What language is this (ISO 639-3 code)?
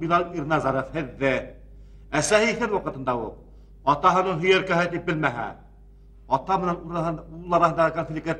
bak